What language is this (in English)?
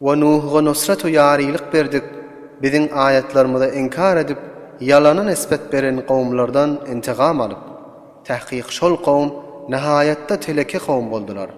Turkmen